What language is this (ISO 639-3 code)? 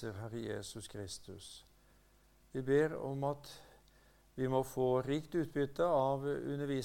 nor